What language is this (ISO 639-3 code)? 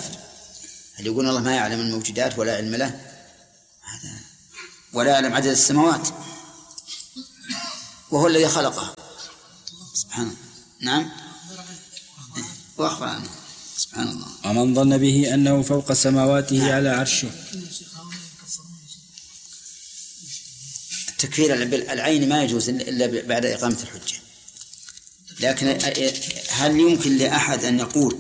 ara